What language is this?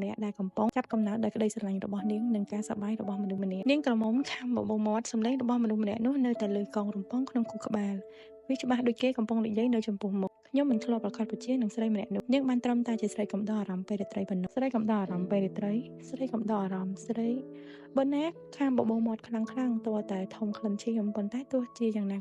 Khmer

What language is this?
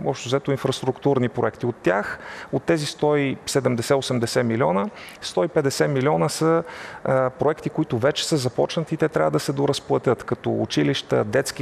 Bulgarian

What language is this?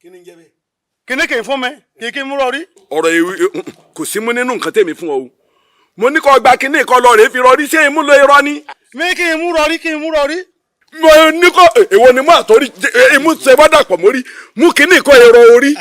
Yoruba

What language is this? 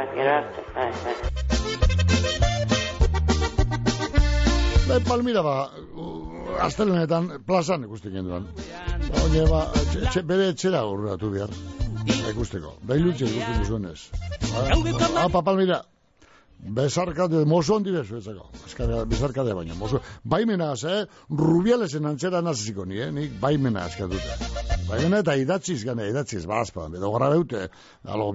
Basque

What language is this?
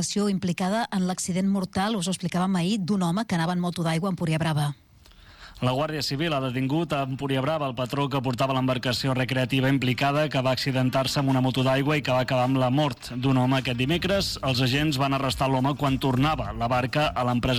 Catalan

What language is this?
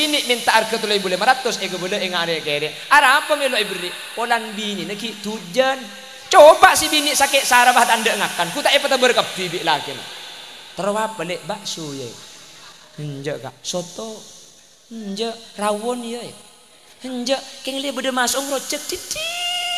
Madurese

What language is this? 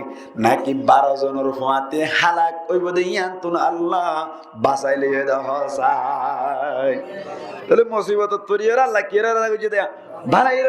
Rohingya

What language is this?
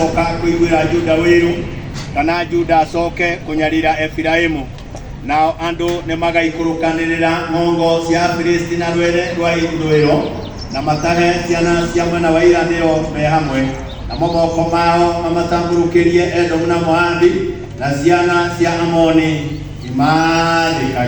Kikuyu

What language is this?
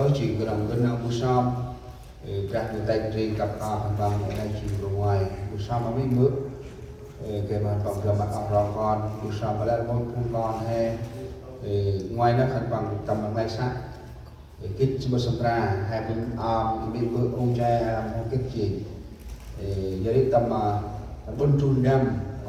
Central Mnong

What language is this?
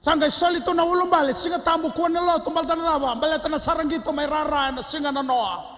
Fijian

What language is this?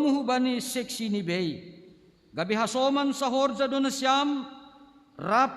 Batak Simalungun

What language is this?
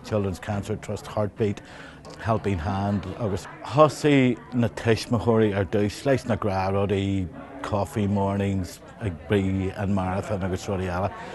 Irish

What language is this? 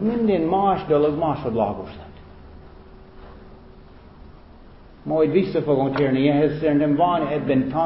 Hungarian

